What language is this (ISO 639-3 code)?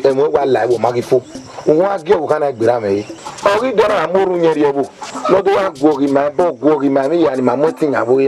bin